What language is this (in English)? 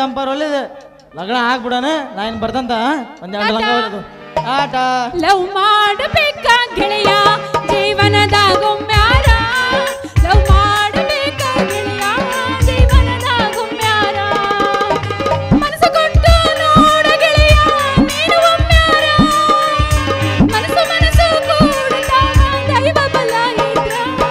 Kannada